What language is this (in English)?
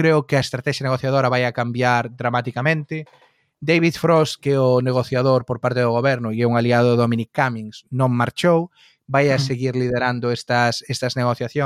Galician